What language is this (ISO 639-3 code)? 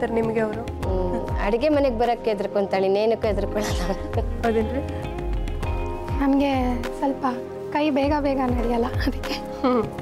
kan